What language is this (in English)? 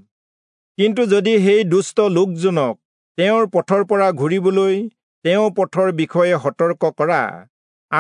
Assamese